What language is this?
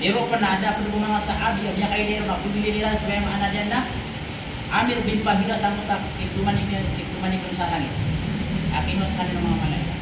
Maranao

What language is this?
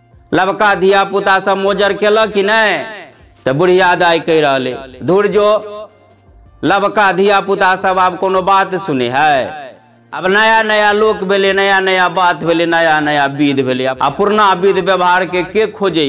Maithili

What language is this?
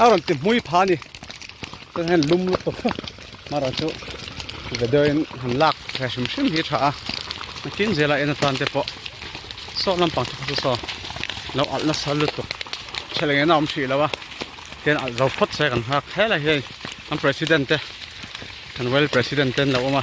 Mizo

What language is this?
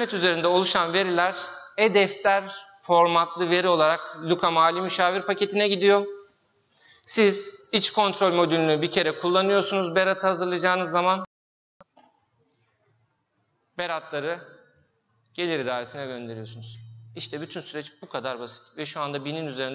Turkish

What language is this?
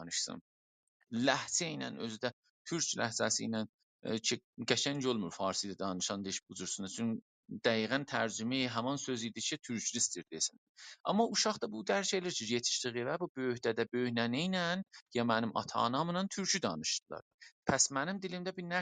South Azerbaijani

